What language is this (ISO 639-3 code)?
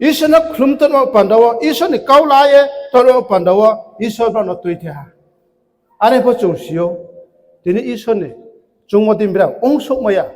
ria